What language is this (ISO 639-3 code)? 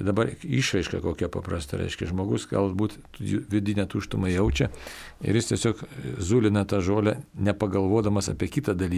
lit